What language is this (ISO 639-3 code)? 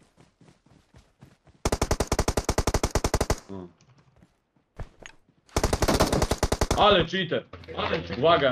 pol